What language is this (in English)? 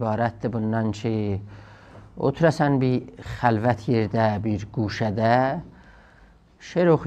South Azerbaijani